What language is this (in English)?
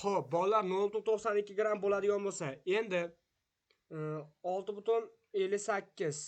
Uzbek